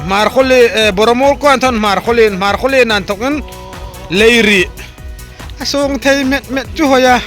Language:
Hmar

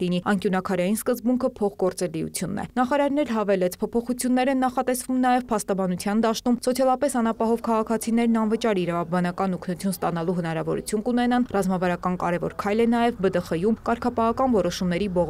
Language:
Armenian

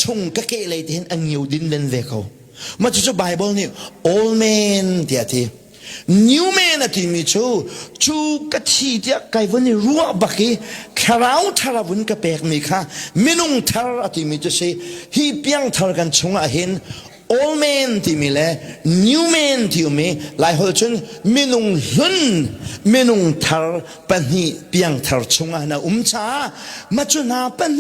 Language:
Hakha Chin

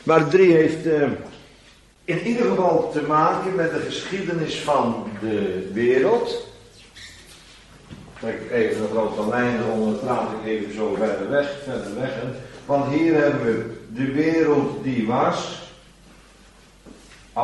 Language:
Dutch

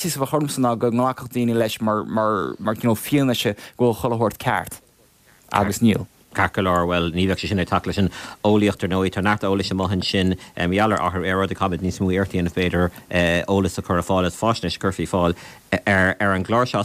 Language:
Irish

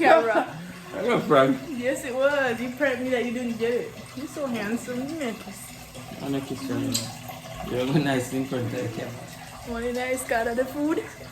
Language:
Jamaican Creole English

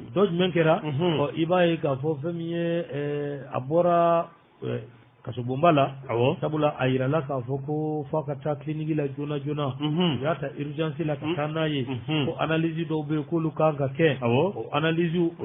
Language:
Bambara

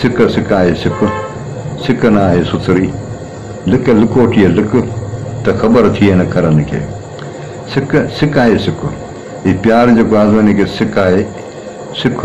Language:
Sindhi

